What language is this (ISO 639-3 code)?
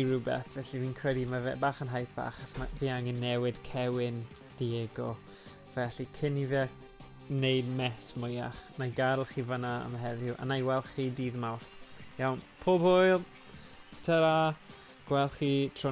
cym